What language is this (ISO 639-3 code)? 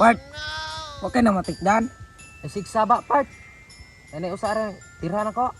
ceb